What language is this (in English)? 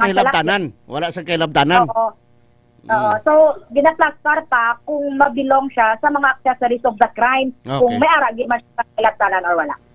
Hiligaynon